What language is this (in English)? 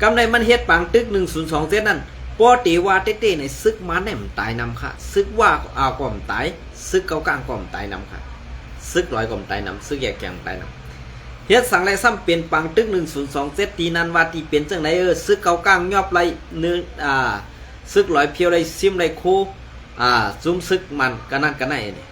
Shan